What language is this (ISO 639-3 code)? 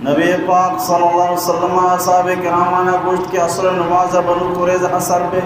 bal